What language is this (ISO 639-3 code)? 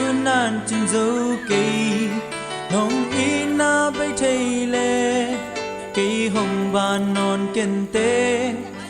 ctd